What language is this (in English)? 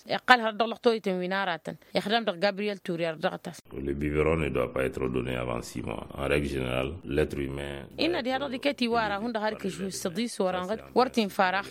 Tamasheq